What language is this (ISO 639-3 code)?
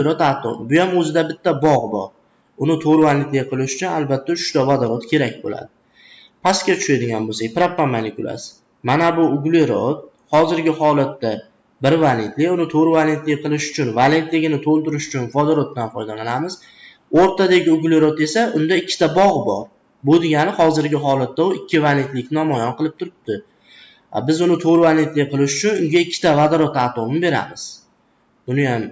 uzb